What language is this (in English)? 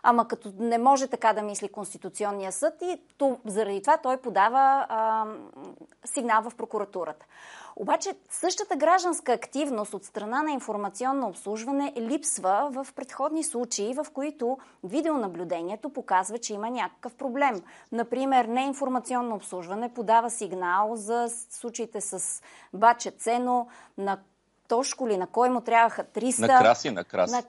Bulgarian